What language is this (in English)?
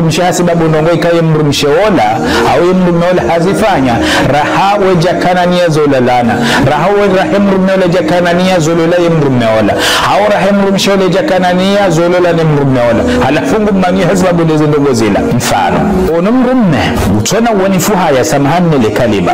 Ngazidja Comorian